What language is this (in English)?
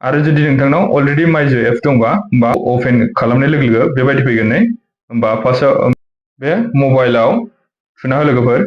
Bodo